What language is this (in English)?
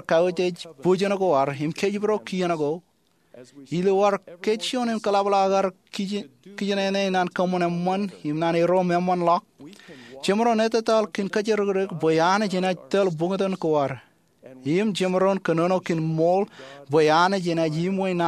Marshallese